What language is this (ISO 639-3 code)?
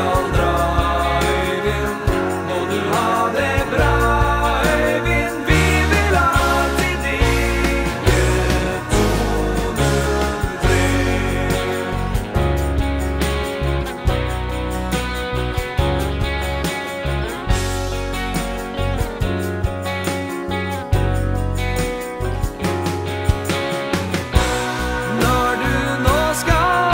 nor